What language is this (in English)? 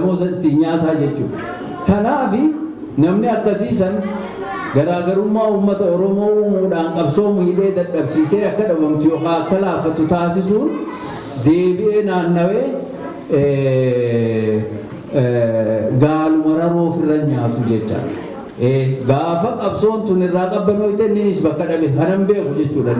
Oromo